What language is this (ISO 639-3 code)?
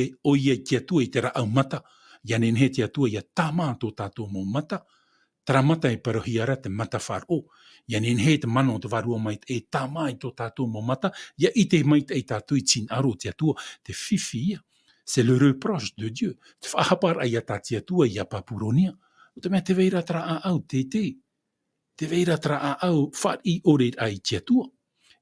tah